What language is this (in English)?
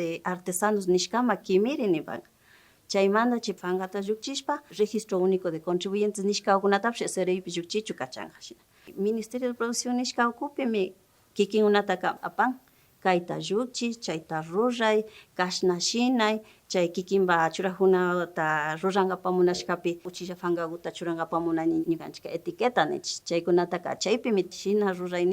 Imbabura Highland Quichua